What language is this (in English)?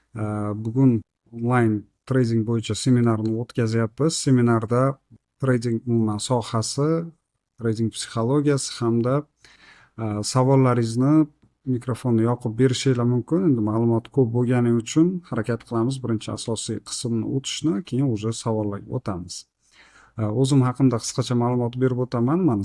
Uzbek